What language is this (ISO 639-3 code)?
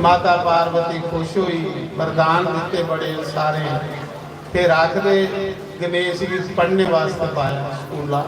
doi